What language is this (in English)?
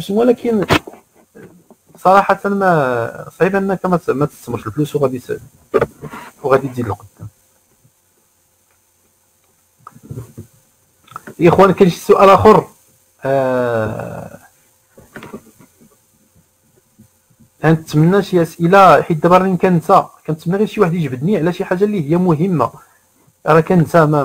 Moroccan Arabic